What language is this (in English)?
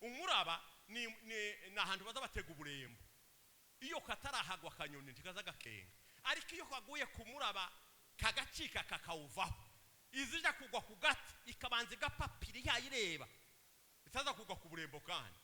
Rundi